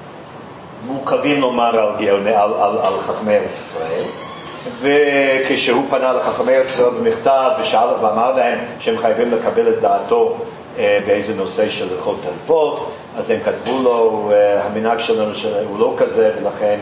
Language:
Hebrew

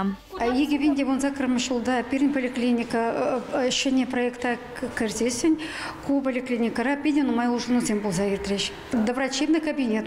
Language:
Chuvash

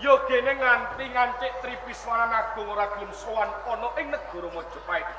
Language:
Javanese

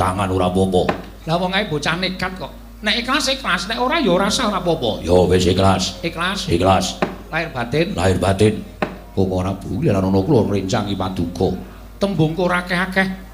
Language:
Javanese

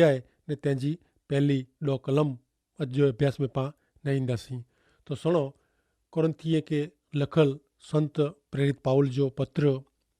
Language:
Kachhi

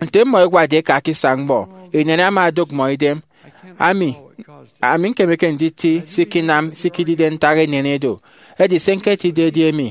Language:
Efik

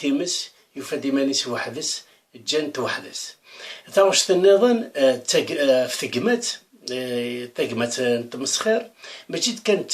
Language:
Kabyle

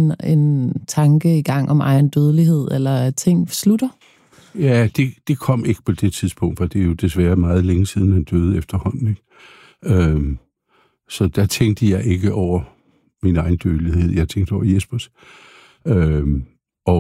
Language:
Danish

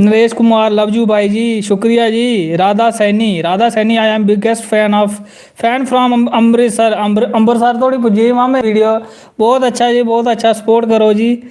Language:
Dogri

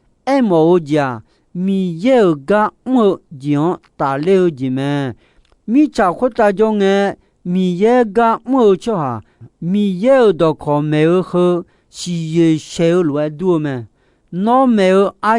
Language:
Akha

